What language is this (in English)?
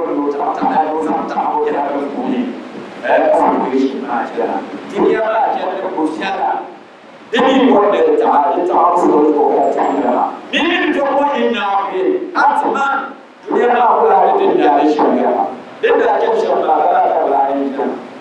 Dagbani